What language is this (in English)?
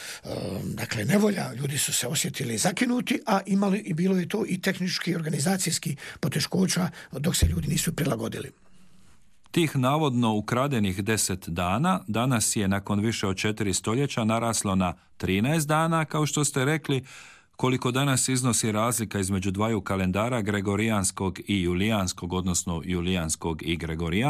Croatian